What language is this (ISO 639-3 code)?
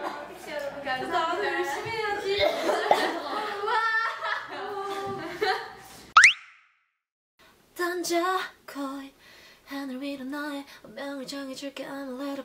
kor